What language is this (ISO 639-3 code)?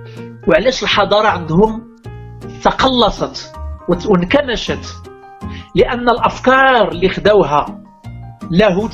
ary